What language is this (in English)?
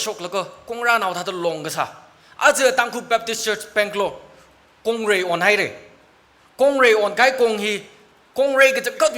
Tangkhul Naga (India)